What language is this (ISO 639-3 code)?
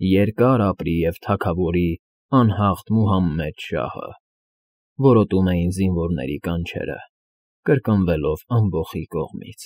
hye